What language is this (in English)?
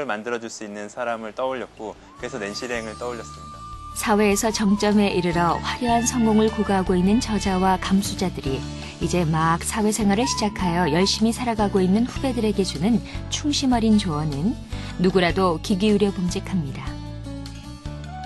Korean